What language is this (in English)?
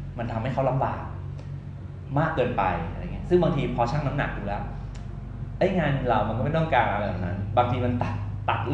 Thai